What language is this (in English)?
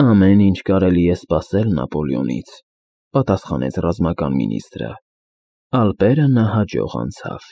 Armenian